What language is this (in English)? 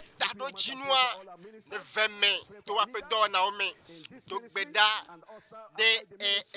Ewe